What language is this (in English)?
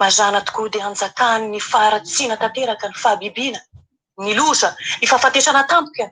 Malagasy